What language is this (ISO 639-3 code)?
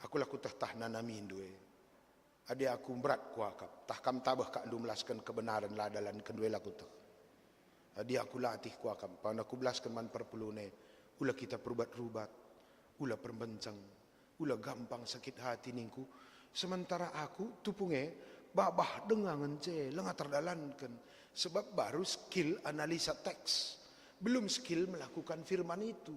btx